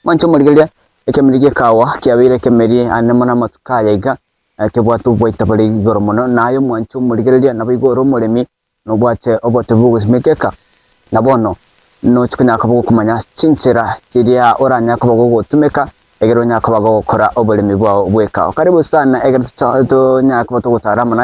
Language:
Gusii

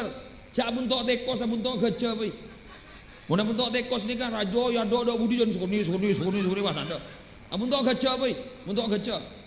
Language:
Madurese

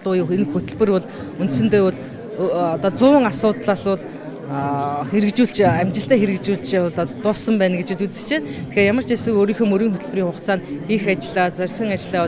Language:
Mongolian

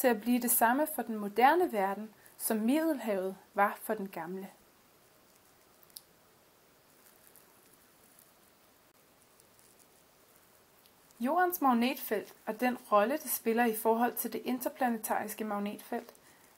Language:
Danish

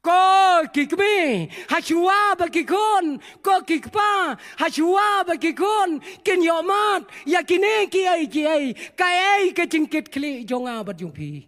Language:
Khasi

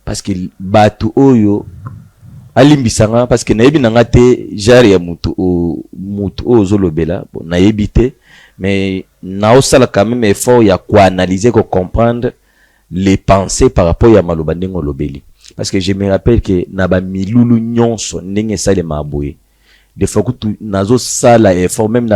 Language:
Lingala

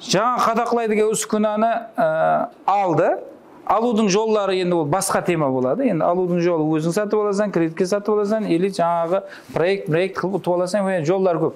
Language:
Kara-Kalpak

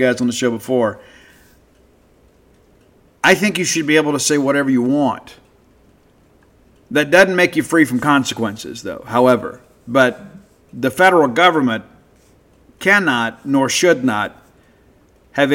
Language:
English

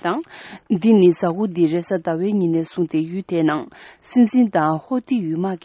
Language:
Tibetan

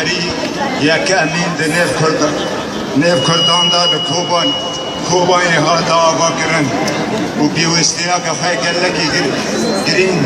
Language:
Kurdish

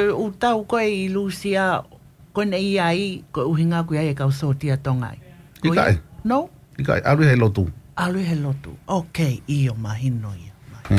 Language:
Tongan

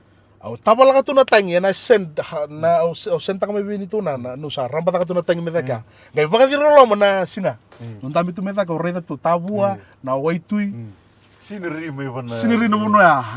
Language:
Fijian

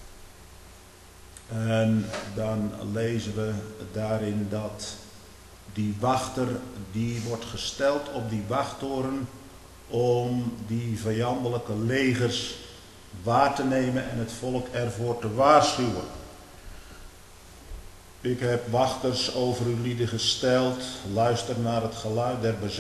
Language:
Dutch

